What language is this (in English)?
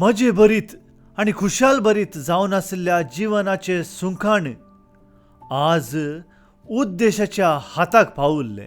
Konkani